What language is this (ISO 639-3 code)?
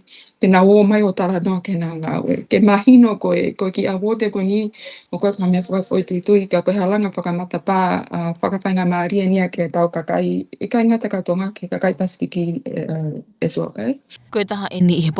ton